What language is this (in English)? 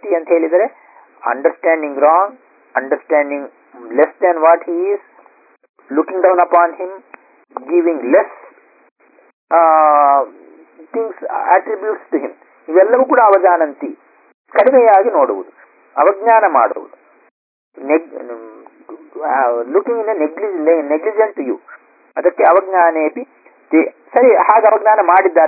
Kannada